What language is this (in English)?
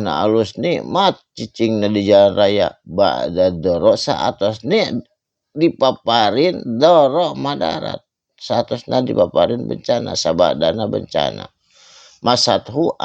Sundanese